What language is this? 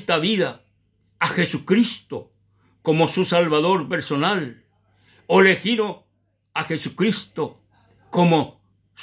Guarani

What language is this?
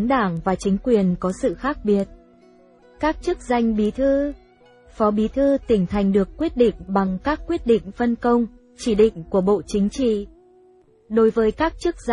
Vietnamese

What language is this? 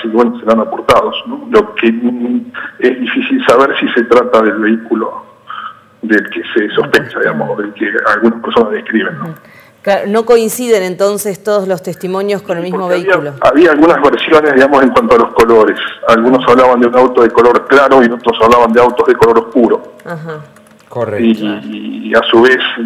Spanish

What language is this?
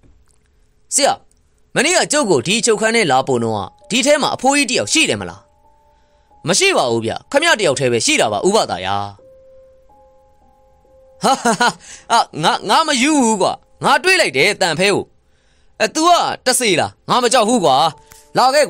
Burmese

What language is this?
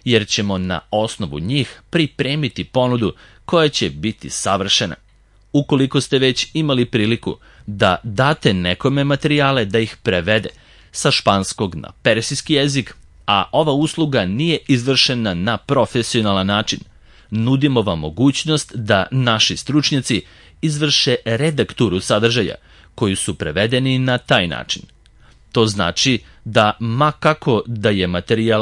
Serbian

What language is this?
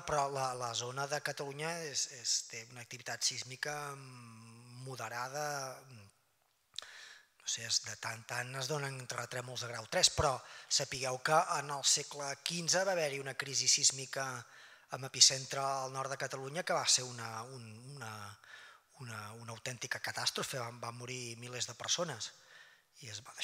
Catalan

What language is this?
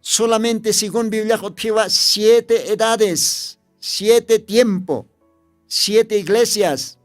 Aymara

